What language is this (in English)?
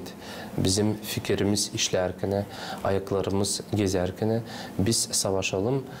Gagauz